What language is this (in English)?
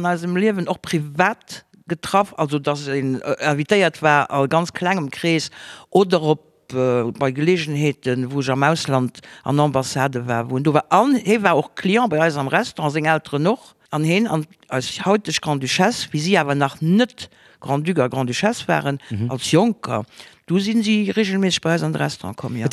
Luxembourgish